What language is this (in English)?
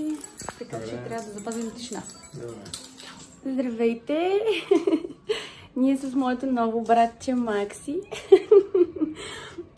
Bulgarian